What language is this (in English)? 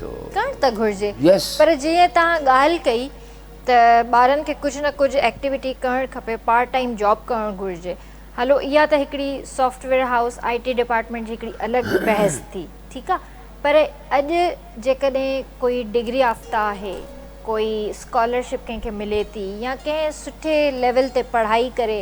Sindhi